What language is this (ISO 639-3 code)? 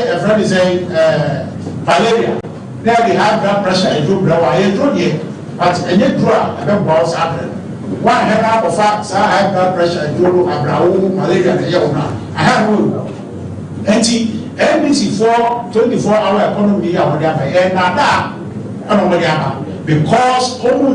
aka